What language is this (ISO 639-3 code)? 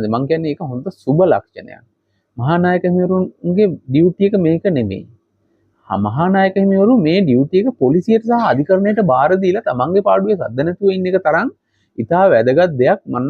sin